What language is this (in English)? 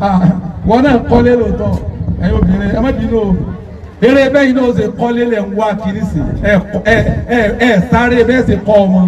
Yoruba